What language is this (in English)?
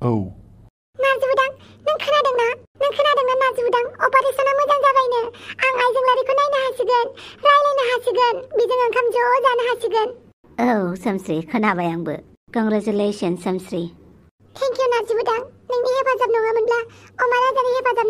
Bodo